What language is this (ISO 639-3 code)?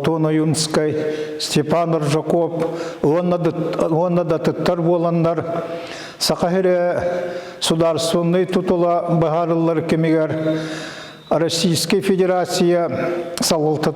sah